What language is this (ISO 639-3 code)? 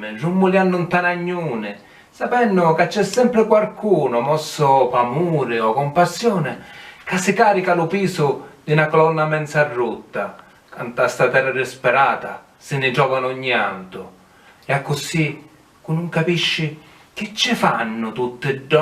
scn